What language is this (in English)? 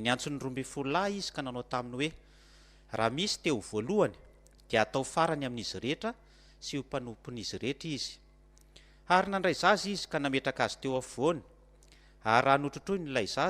Malagasy